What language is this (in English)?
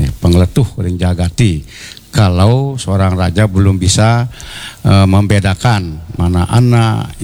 Balinese